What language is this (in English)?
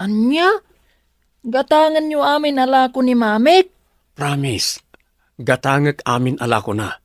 Iloko